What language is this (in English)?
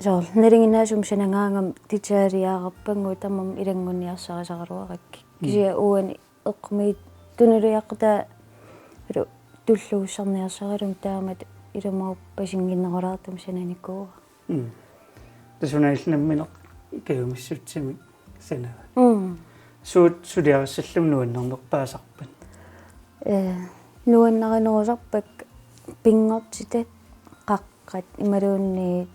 Kalaallisut